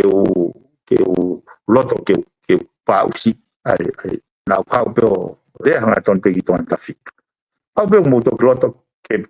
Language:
Tongan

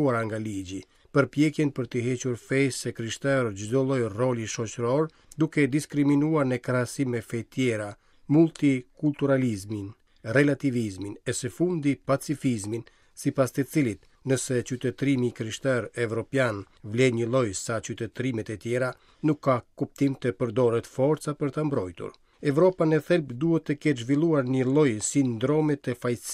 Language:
Albanian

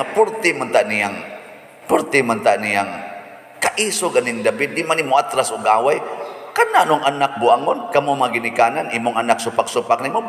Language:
Cebuano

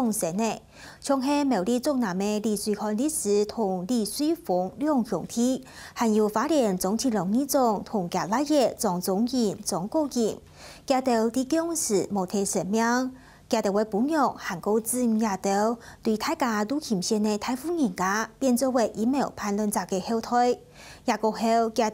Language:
Hakka Chinese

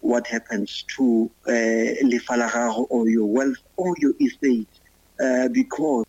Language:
Northern Sotho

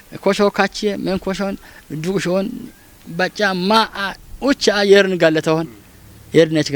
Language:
Kafa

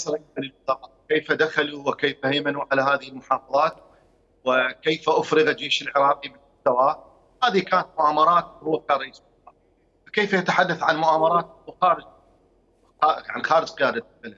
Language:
Mesopotamian Arabic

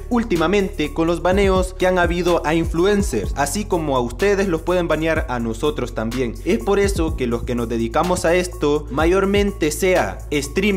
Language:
Spanish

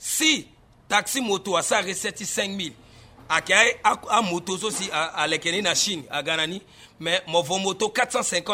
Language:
Sango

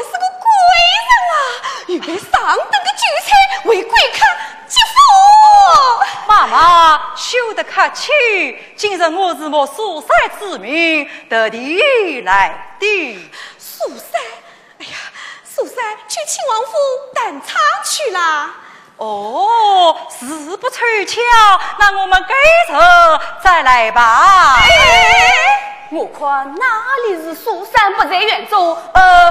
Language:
Chinese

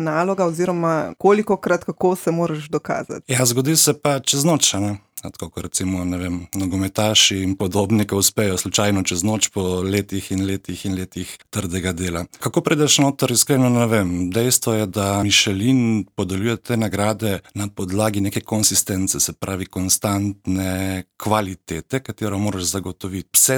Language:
Slovenian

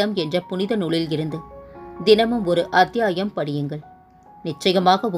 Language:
Tamil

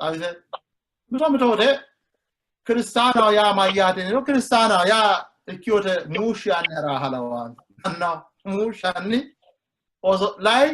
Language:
Sidamo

